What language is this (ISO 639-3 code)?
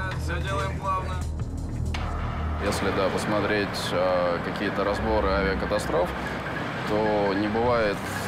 rus